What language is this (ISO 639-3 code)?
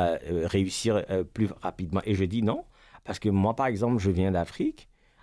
fra